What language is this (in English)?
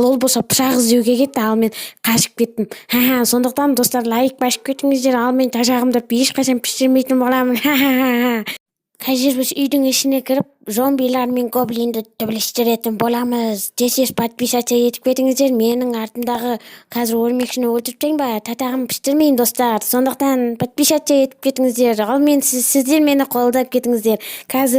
Kazakh